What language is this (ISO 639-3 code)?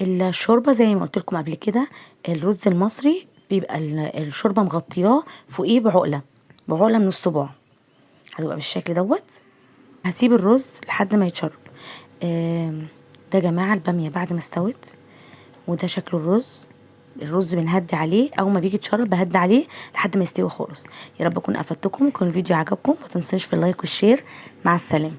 arz